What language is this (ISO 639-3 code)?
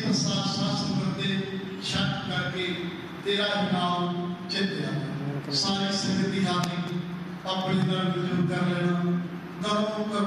pan